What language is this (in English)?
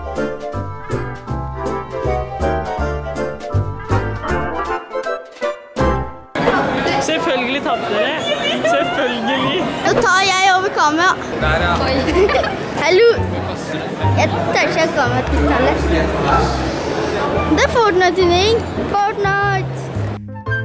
Norwegian